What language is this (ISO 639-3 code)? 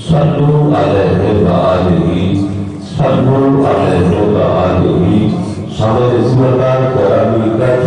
skr